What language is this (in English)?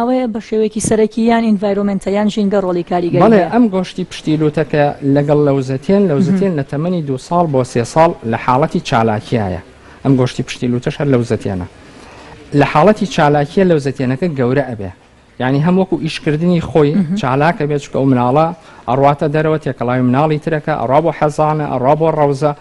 Central Kurdish